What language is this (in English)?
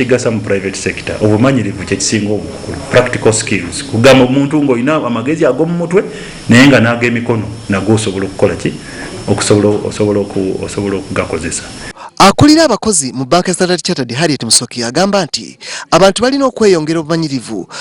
Ganda